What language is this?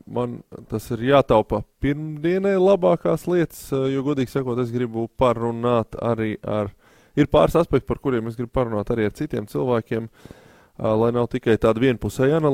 Latvian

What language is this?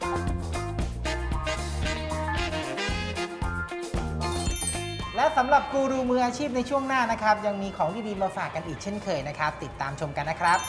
Thai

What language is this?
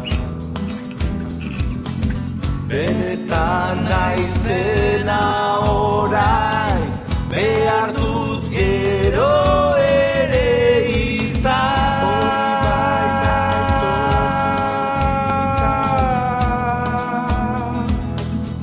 Basque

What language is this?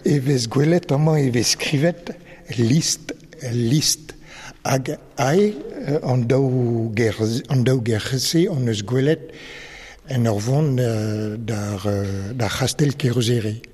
Breton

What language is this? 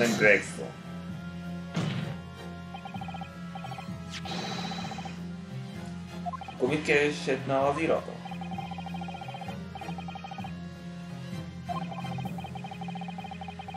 Hungarian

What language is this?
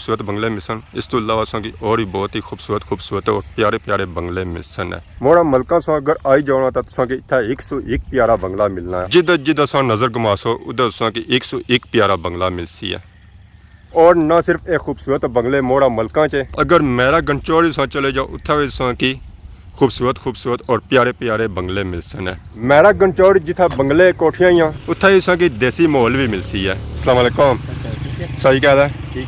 Pahari-Potwari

